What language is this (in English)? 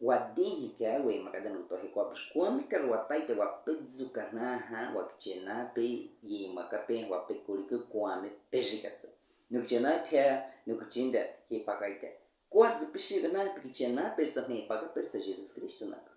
Baniwa